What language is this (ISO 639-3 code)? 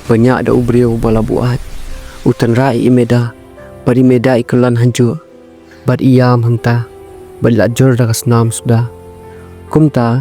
kha